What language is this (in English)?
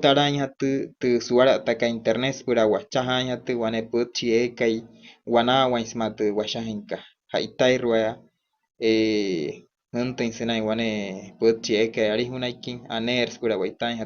Wayuu